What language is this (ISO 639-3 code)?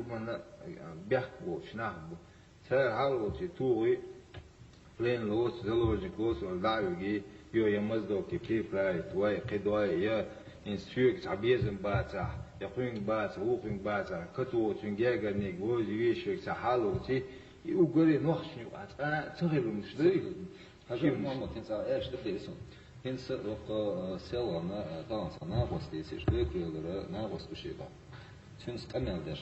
che